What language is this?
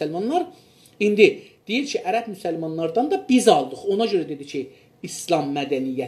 South Azerbaijani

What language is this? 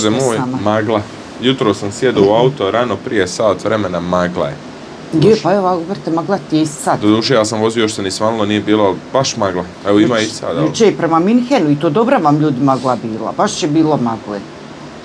Bosnian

